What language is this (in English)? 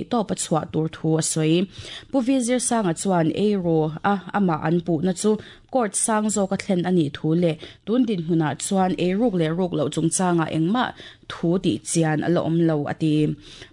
Mizo